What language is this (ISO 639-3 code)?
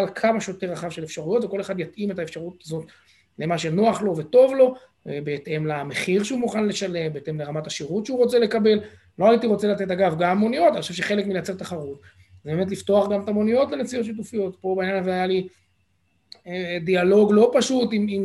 heb